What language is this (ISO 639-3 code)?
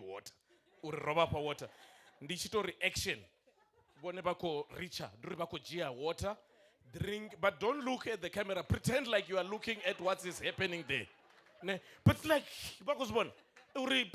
ven